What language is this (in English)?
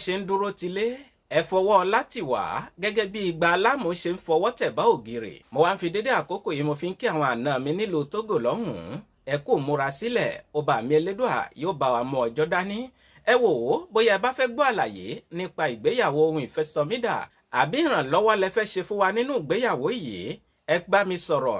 Yoruba